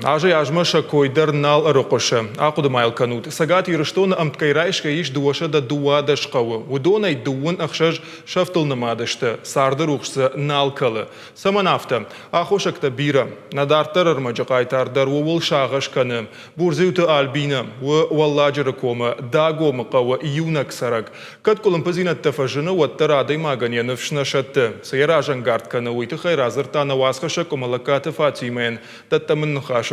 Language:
Ossetic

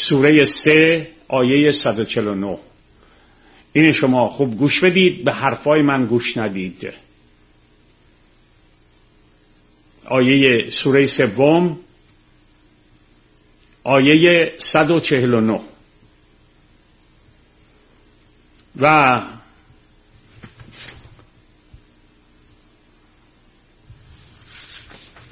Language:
Persian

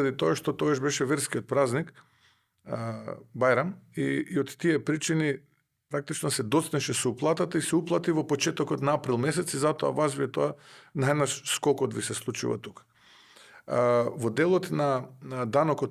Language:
Macedonian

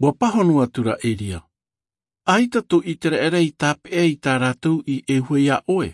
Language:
Tahitian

